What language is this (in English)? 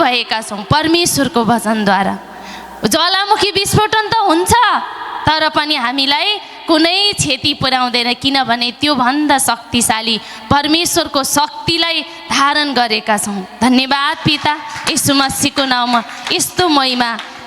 Nepali